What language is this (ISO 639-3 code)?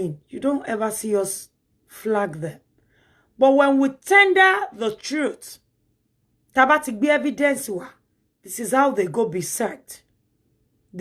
yor